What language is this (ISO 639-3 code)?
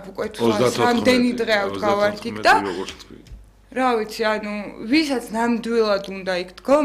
kat